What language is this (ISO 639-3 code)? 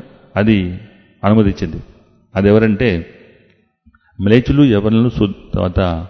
tel